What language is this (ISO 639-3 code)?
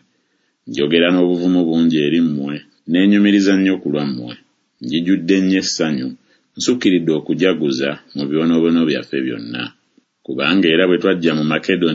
lug